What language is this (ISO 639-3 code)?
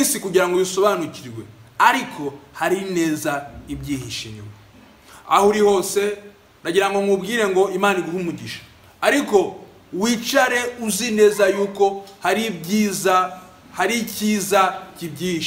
kin